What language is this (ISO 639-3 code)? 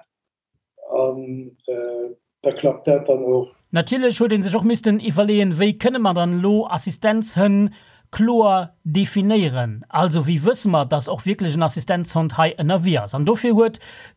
ltz